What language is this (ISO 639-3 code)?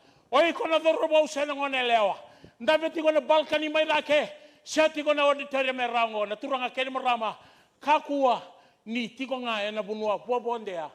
fij